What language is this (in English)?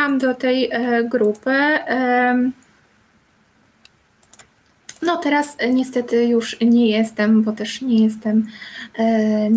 Polish